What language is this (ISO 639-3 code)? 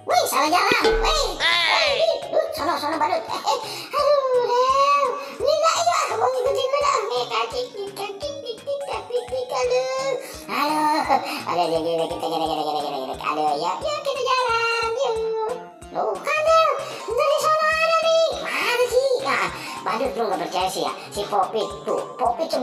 bew